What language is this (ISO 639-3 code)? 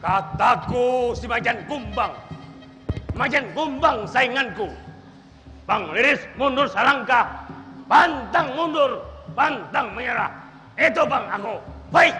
bjn